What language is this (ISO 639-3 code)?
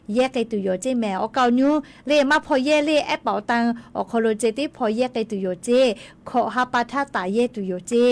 lhu